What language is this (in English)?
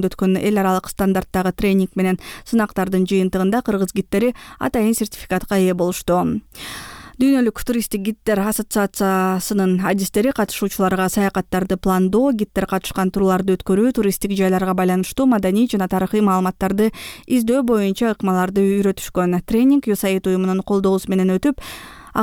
Kyrgyz